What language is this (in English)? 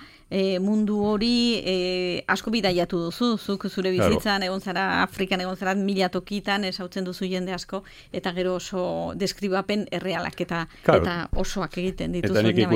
Basque